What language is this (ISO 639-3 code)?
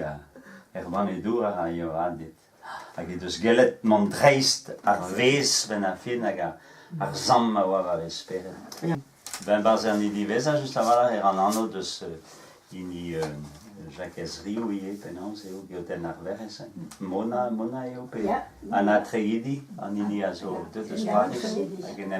bre